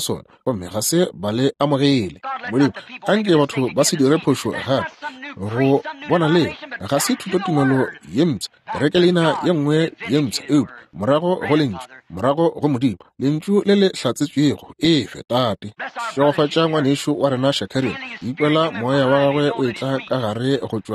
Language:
Northern Sotho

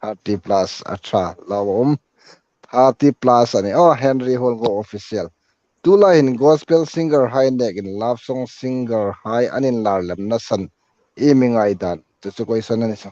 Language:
Hmar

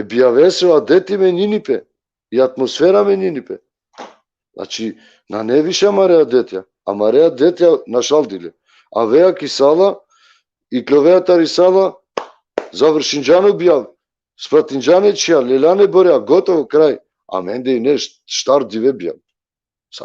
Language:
Balkan Romani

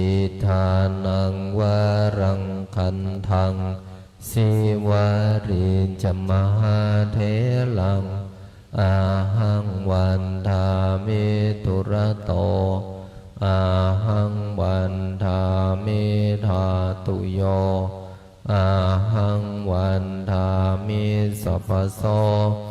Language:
Pali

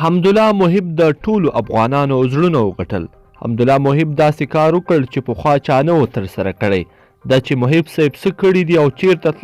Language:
Pashto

